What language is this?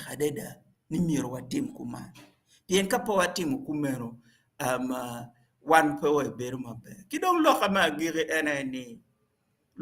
Acoli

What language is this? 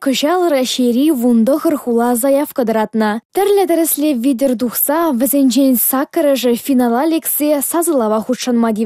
Chuvash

